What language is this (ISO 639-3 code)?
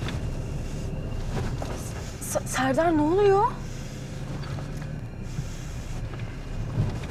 tur